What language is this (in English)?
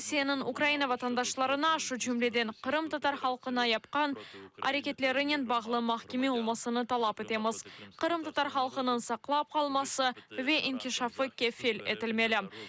Crimean Tatar